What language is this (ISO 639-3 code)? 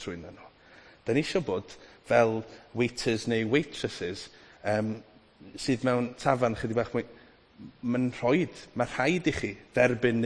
cym